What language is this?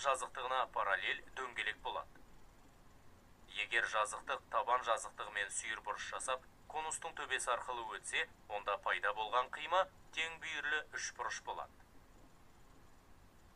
Kazakh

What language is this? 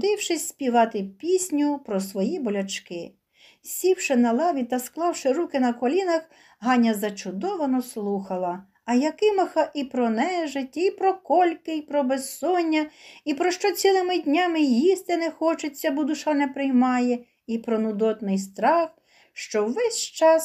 Ukrainian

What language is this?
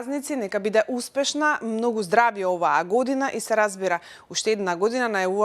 Macedonian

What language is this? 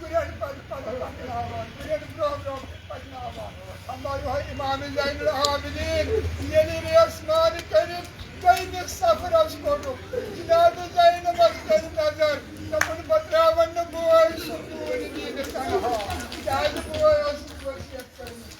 Kashmiri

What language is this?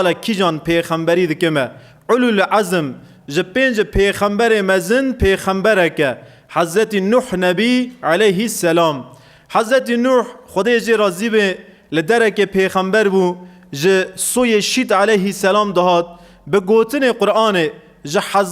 Kurdish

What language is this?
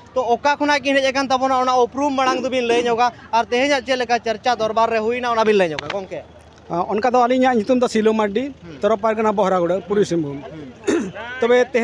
Santali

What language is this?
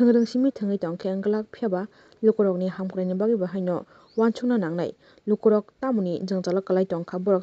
Kok Borok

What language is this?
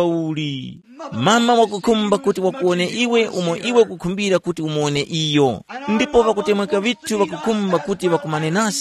Tumbuka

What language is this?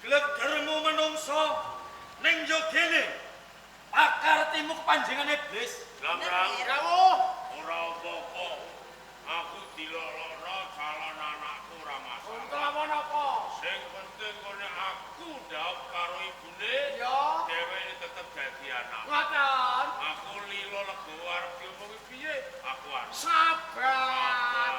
Javanese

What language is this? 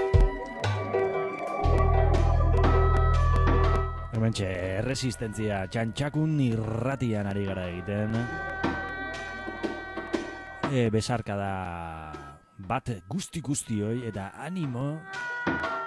Basque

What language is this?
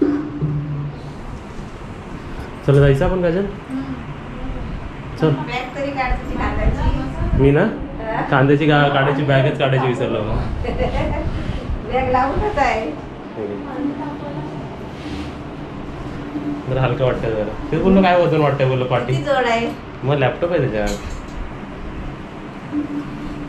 Marathi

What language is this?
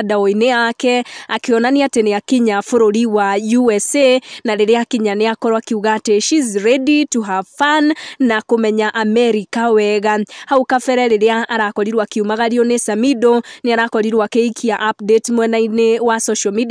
Kikuyu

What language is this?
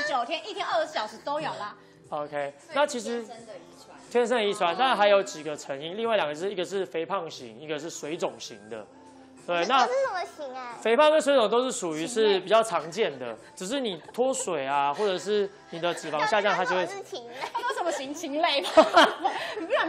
Chinese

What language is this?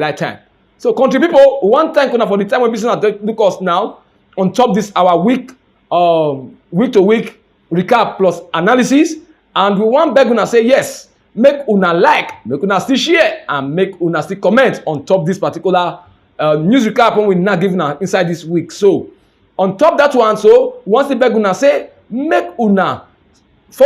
Nigerian Pidgin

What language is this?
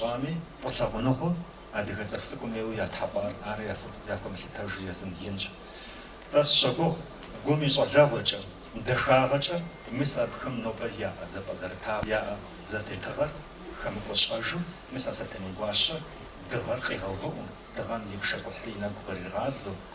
Kabardian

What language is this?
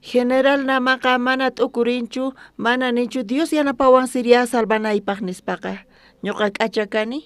South Bolivian Quechua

